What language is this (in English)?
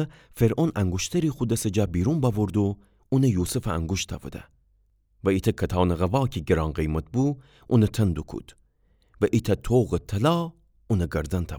Gilaki